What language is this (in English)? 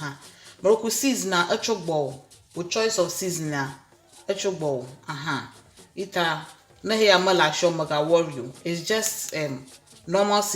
Ewe